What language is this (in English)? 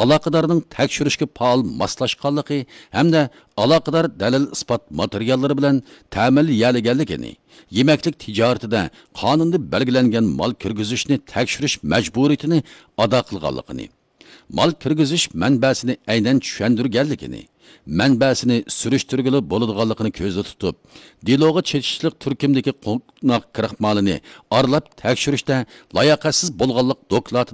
Uyghur